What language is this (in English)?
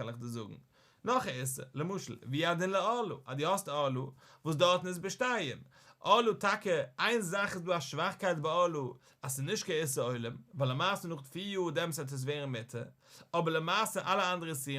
Yiddish